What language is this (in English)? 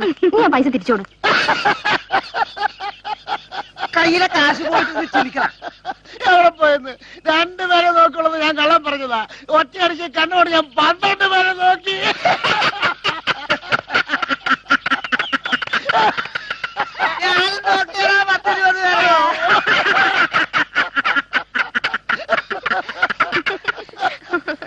Malayalam